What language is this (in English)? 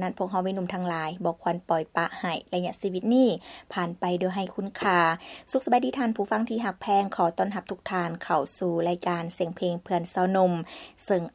Lao